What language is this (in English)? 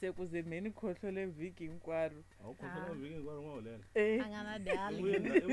Tsonga